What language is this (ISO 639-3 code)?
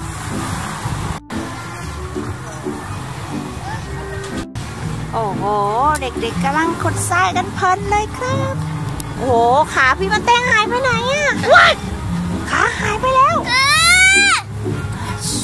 tha